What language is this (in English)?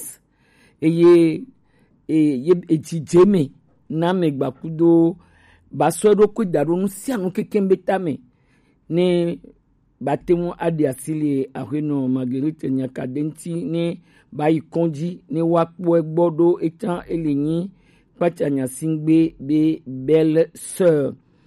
Gen